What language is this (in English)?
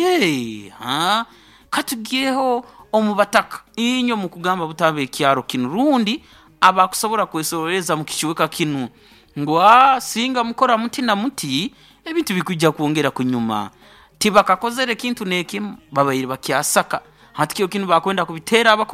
Nyoro